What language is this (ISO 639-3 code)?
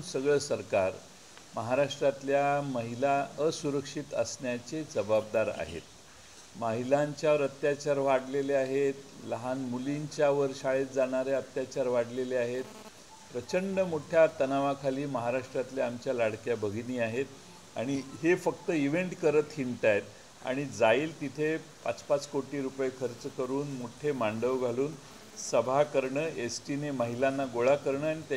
mar